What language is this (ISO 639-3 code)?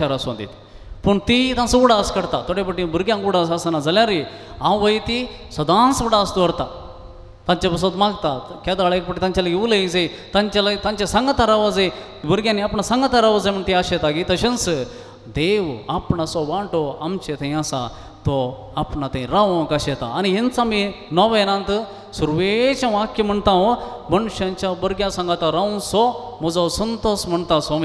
kok